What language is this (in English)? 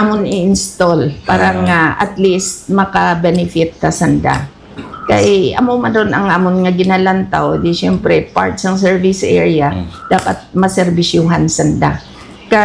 Hiligaynon